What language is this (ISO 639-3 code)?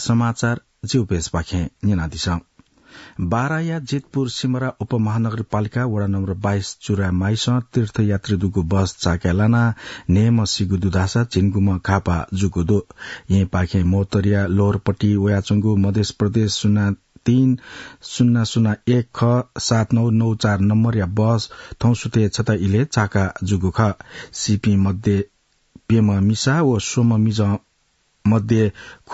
new